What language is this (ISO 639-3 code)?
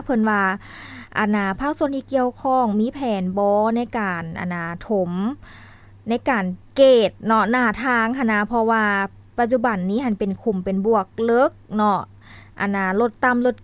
lao